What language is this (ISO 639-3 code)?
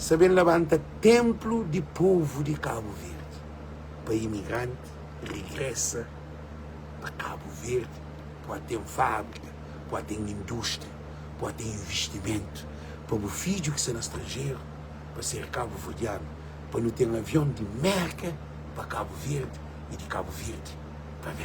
kea